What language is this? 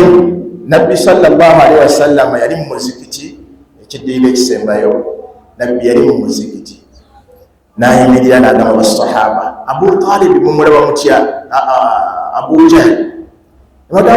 Ganda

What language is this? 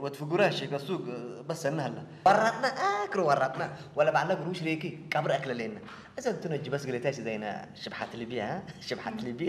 Tigrinya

